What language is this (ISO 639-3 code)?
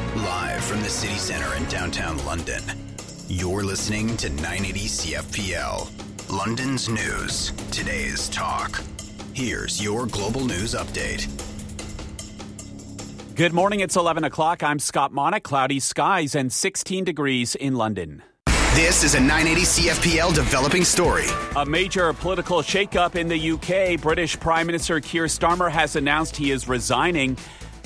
eng